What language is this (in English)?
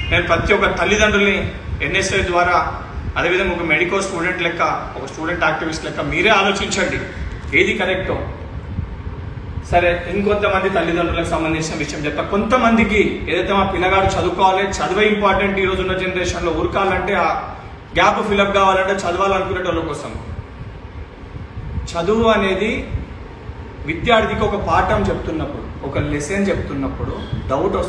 Telugu